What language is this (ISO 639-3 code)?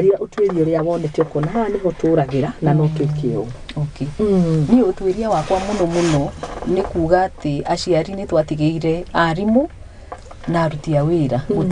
kik